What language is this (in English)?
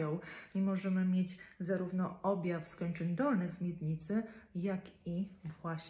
Polish